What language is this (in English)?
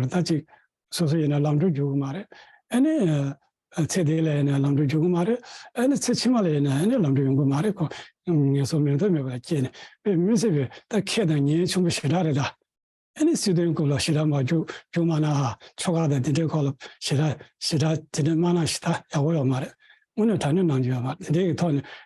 Tibetan